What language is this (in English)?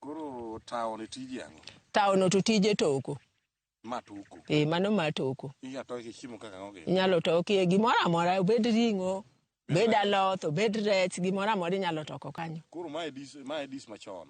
Luo (Kenya and Tanzania)